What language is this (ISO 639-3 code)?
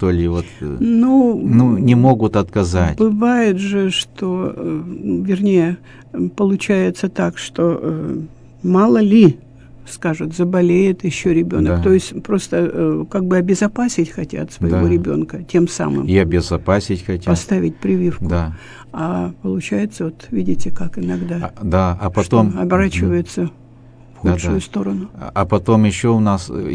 rus